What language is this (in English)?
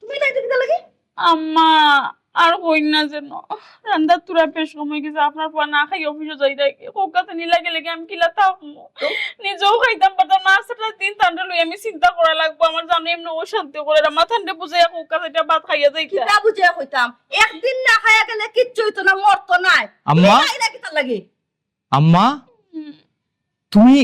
Sylheti